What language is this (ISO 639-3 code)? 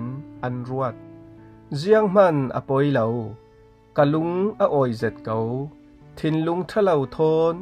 cfm